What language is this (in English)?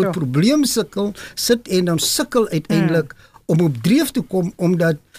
Afrikaans